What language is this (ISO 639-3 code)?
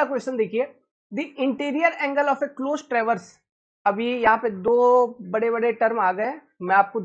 hin